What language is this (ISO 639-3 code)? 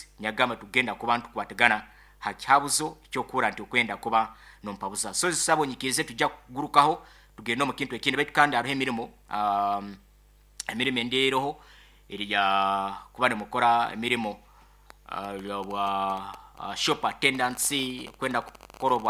nyo